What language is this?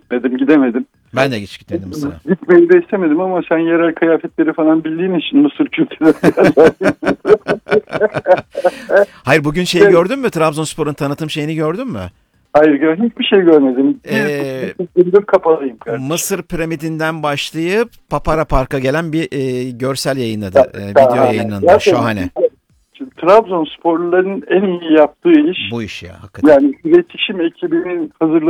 Turkish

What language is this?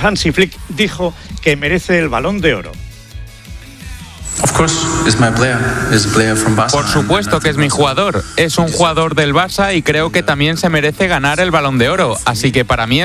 Spanish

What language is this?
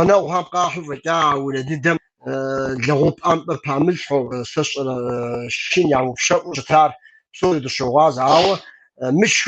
Kabardian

